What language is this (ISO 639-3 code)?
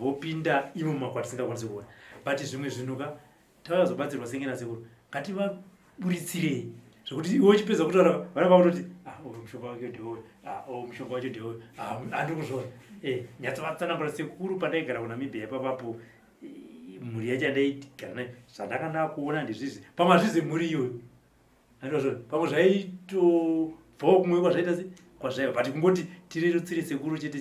sna